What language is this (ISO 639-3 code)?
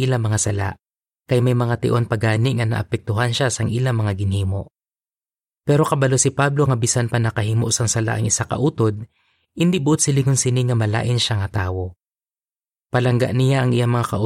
hil